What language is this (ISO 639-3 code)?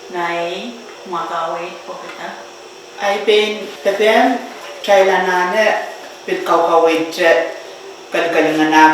pon